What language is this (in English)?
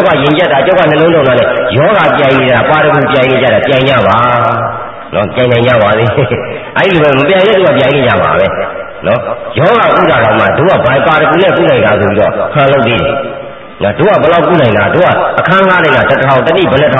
Burmese